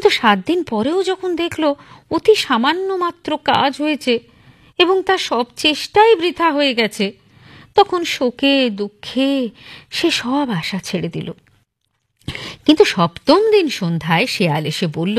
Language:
Bangla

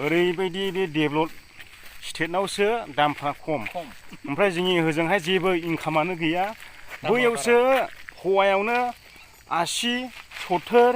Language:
Bodo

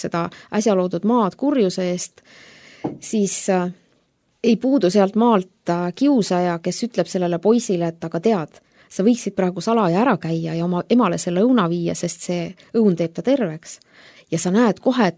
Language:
Estonian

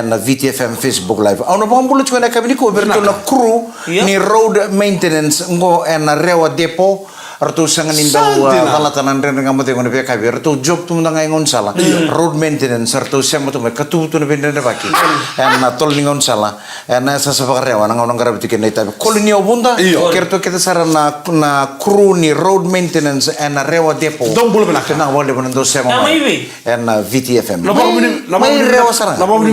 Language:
Fijian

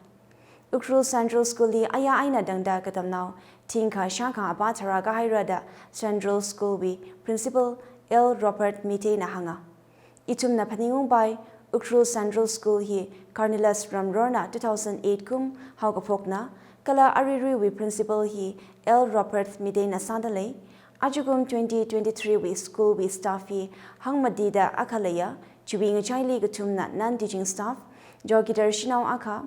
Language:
Tangkhul Naga (India)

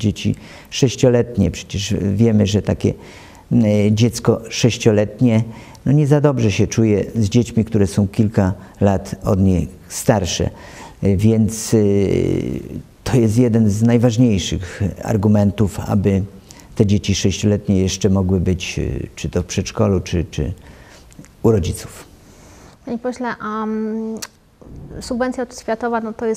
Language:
Polish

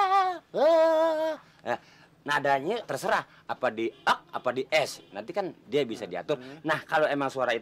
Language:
Betawi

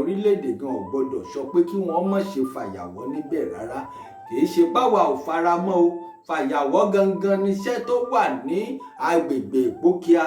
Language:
Yoruba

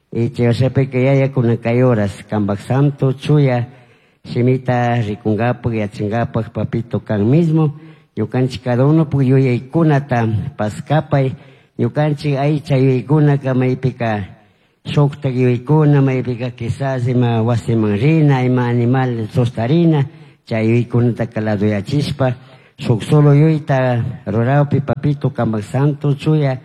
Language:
Chimborazo Highland Quichua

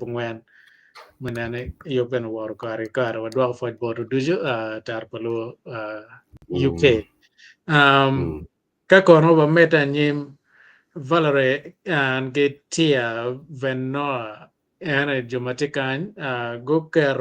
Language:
Acoli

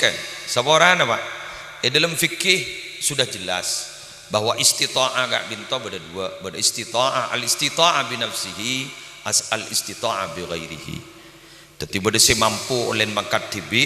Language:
Madurese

